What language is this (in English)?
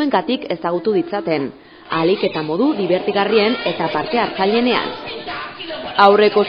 Basque